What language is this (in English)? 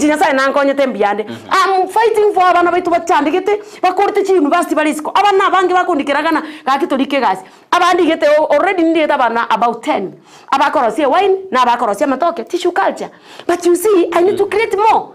Gusii